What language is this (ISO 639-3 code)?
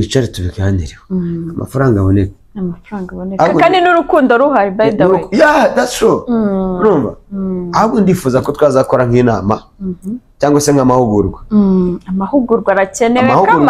kin